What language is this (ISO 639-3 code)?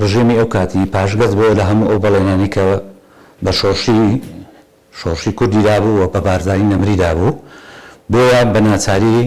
ckb